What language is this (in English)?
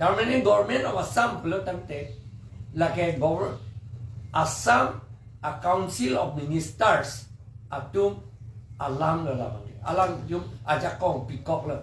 Karbi